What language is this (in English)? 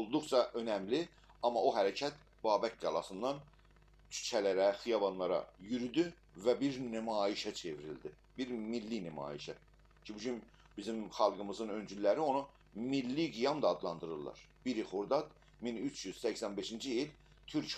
South Azerbaijani